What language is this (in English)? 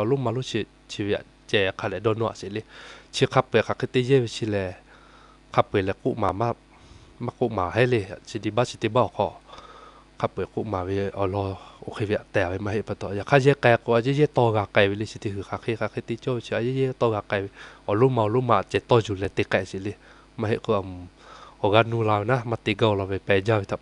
Lahu